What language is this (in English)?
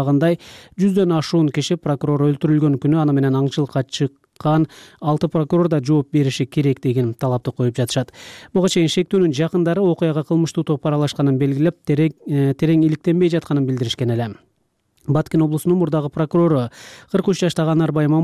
Kyrgyz